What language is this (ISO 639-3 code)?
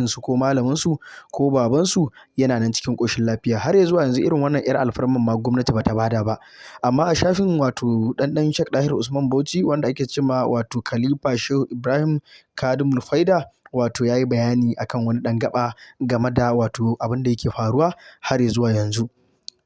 hau